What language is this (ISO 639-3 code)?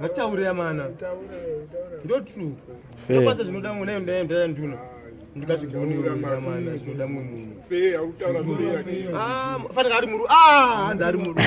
sna